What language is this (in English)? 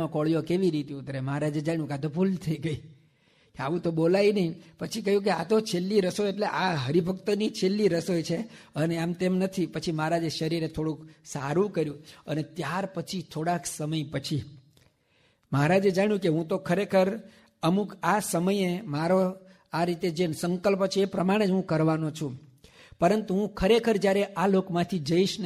Gujarati